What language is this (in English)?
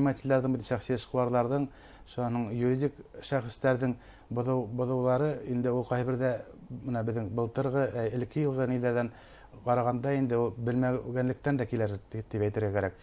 Bashkir